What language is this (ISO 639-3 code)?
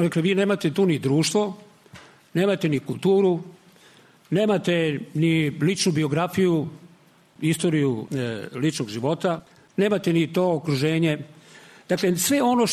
srp